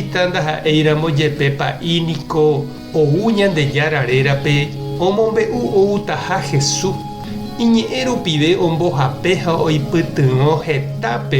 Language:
Guarani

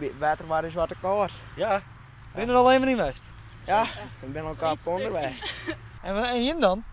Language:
Western Frisian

